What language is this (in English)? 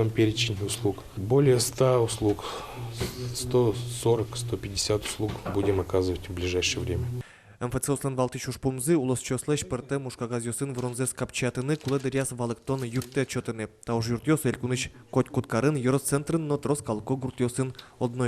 Udmurt